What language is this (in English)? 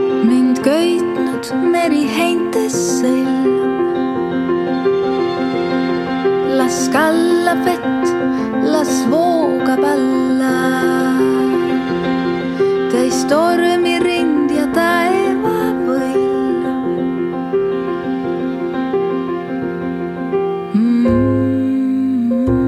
Estonian